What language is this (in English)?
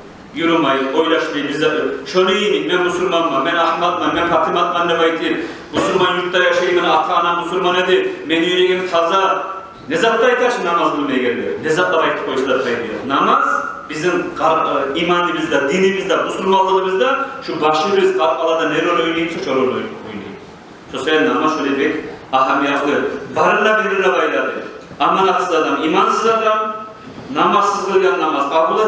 Kumyk